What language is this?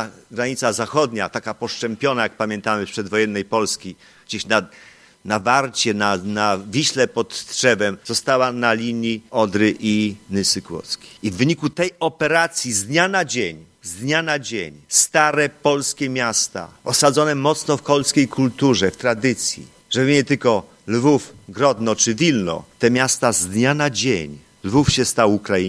Polish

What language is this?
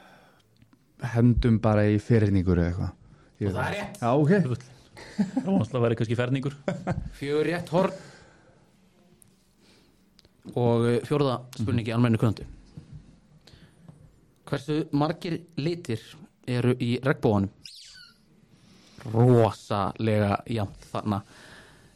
Icelandic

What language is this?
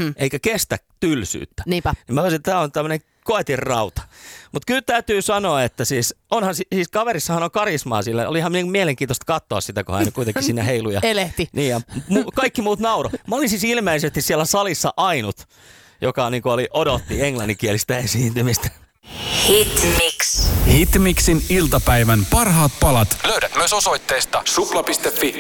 Finnish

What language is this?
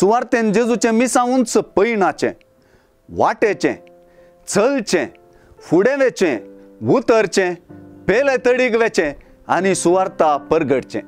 Konkani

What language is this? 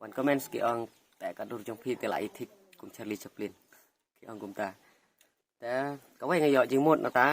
Khasi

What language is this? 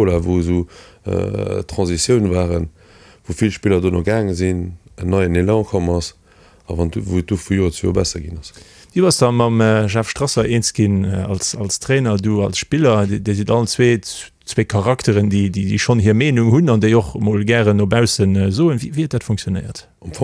Luxembourgish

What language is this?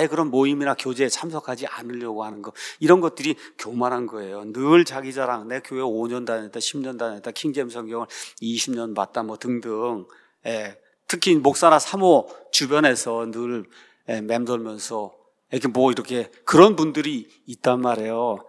Korean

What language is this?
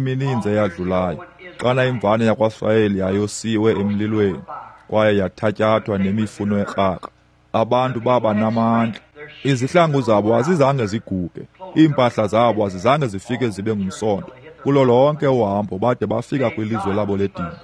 Xhosa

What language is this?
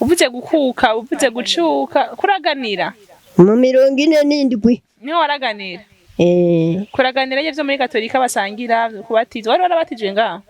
Rundi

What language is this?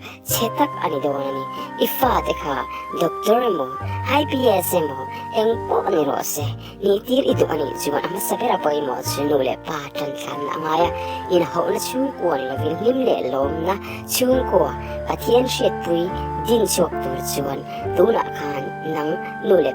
Mizo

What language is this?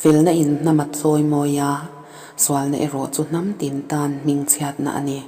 Mizo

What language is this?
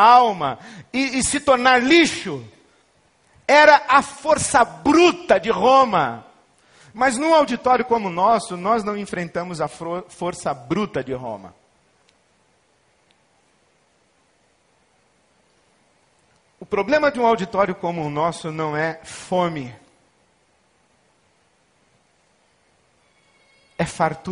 Portuguese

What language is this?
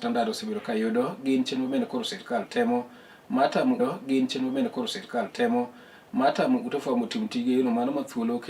Luo (Kenya and Tanzania)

